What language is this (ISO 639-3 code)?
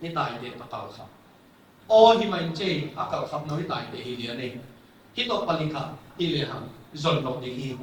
ctd